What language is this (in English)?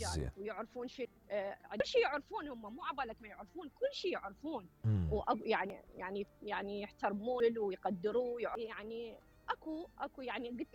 Mesopotamian Arabic